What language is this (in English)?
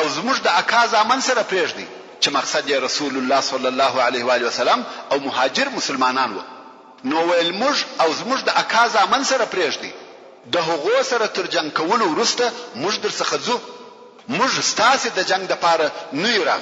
Pashto